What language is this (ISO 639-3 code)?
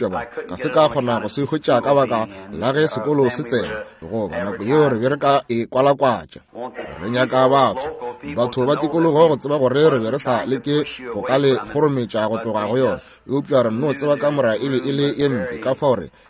nso